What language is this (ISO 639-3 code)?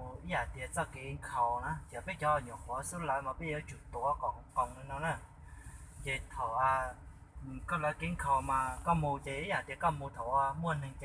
hmn